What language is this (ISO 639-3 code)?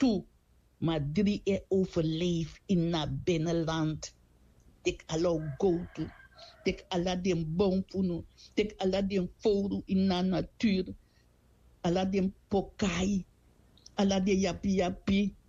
srn